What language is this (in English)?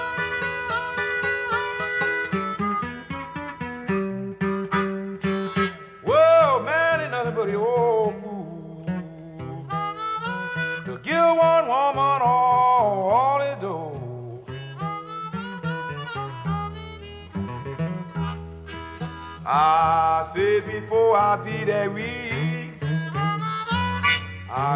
English